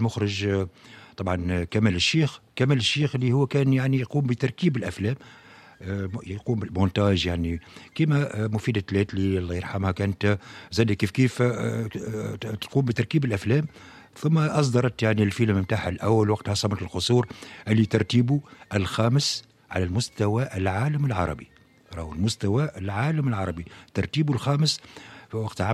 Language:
Tunisian Arabic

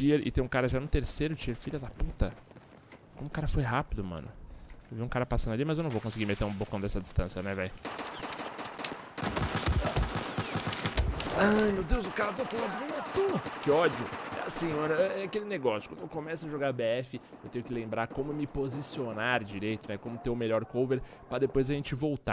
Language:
Portuguese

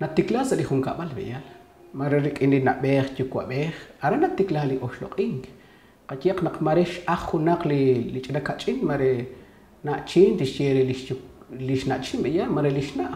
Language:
Kekchí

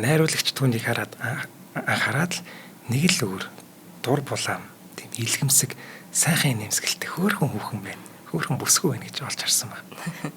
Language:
Mongolian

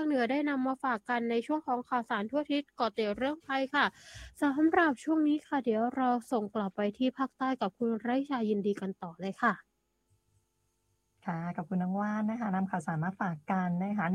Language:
Thai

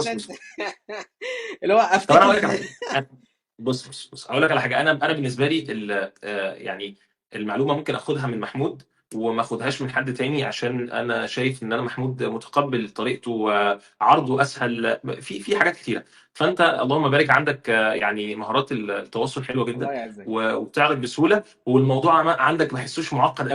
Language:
Egyptian Arabic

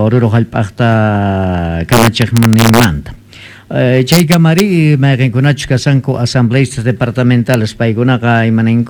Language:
Quechua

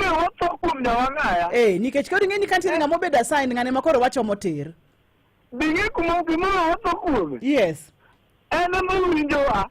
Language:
Luo (Kenya and Tanzania)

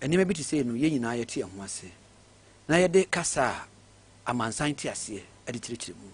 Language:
Akan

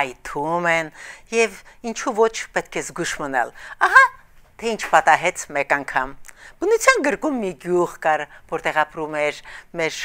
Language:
Armenian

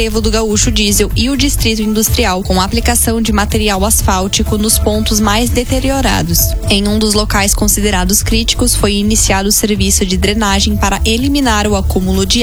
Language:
Portuguese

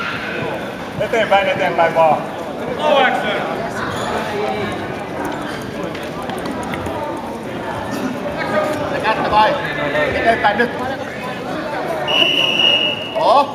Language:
Finnish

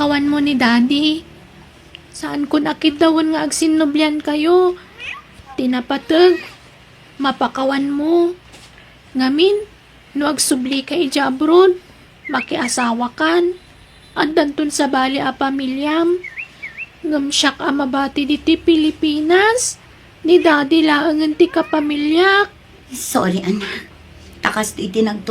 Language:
Iloko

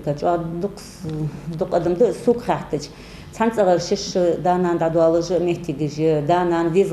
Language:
Ingush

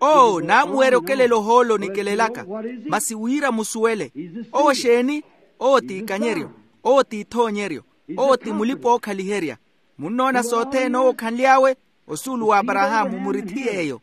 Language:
Makhuwa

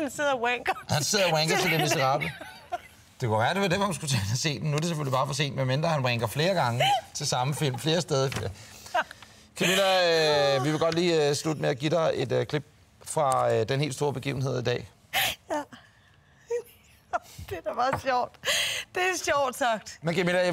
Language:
Danish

